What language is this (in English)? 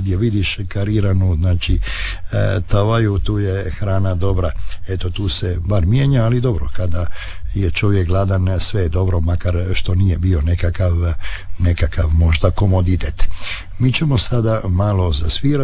Croatian